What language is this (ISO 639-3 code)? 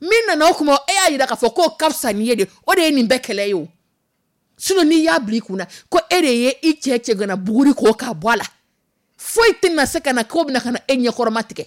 dyu